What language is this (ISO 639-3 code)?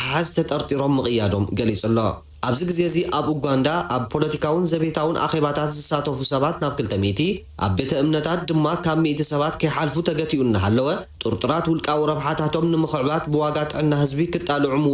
tir